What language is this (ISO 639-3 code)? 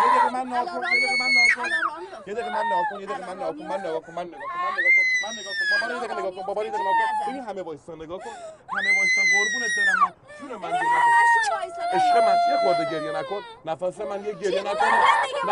fas